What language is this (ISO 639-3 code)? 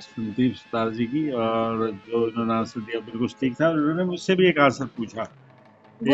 hin